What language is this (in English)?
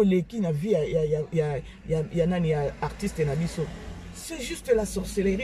Lingala